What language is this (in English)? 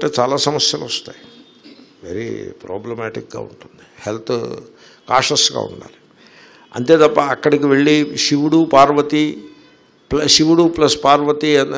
Telugu